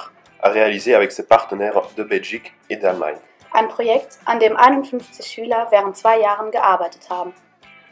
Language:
Luxembourgish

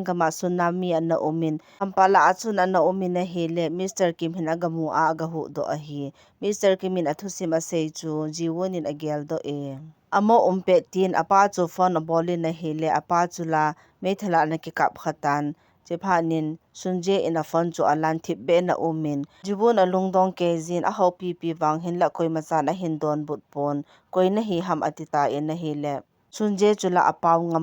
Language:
Thado Chin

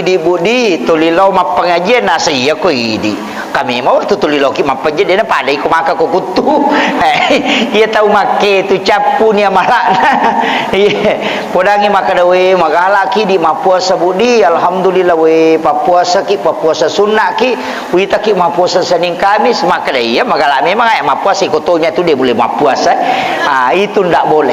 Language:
Buginese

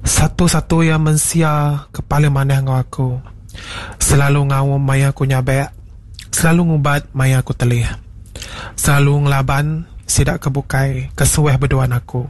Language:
Iban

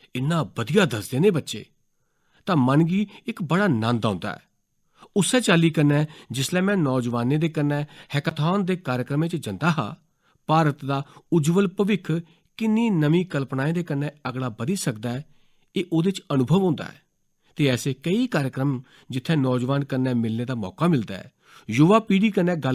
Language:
Dogri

